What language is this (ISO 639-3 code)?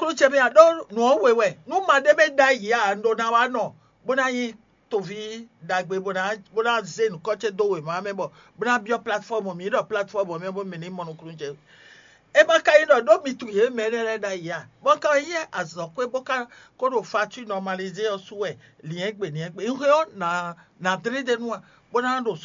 fon